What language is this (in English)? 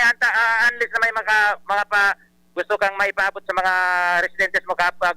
Bikol